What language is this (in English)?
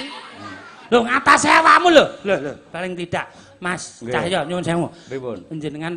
Javanese